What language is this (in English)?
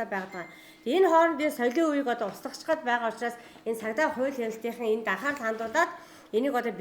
Mongolian